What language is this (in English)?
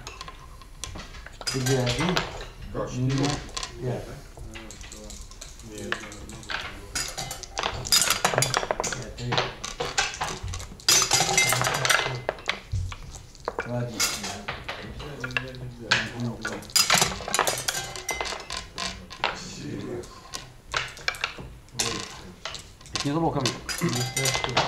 Russian